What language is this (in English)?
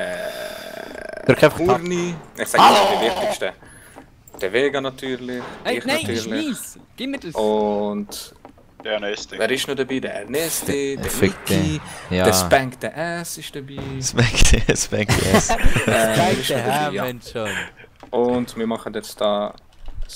Swiss German